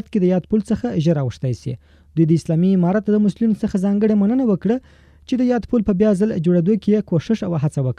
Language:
Pashto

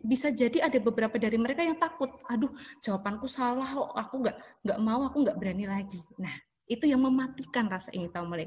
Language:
Indonesian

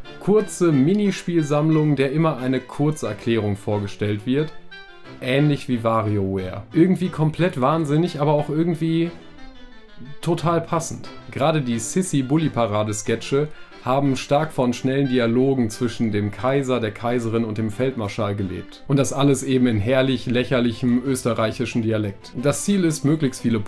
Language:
German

